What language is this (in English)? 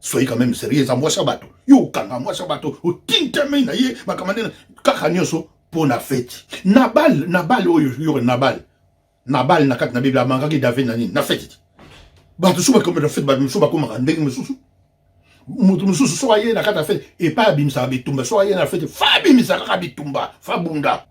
Lingala